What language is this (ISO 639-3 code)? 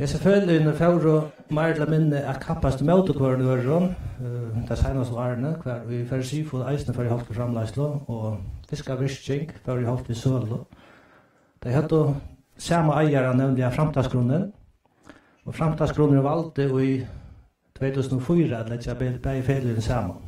fao